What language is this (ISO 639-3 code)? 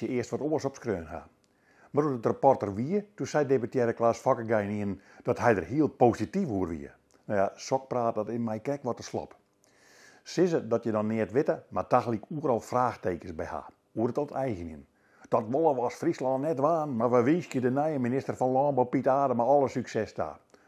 fry